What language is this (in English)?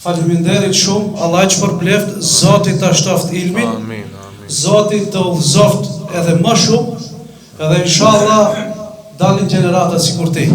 Albanian